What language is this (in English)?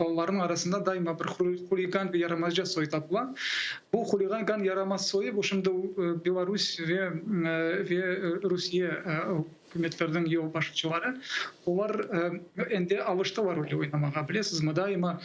Crimean Tatar